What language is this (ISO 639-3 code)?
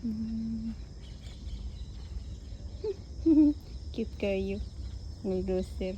ceb